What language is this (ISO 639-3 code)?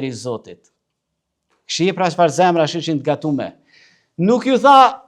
sqi